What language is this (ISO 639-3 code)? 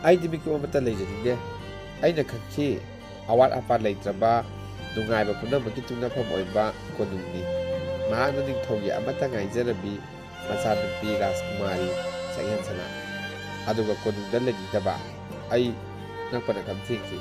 mni